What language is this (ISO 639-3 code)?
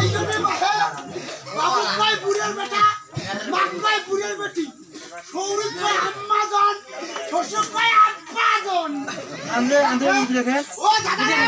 syl